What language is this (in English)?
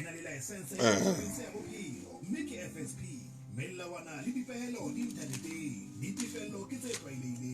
Southern Sotho